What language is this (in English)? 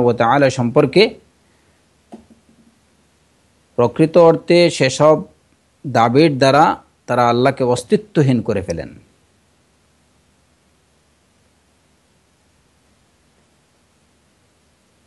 Bangla